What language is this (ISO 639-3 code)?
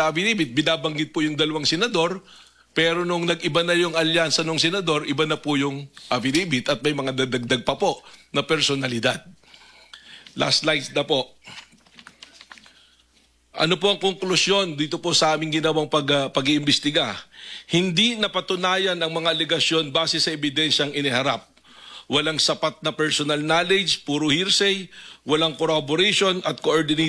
fil